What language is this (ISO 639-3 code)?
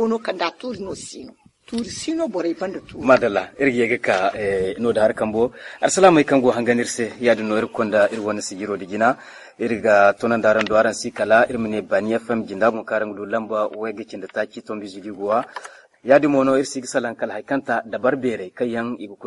dje